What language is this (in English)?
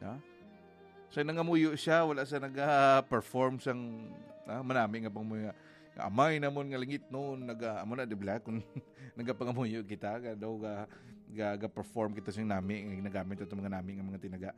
Hiligaynon